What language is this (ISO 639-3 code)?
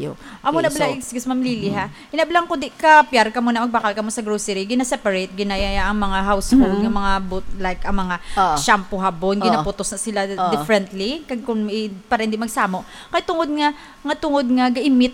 hil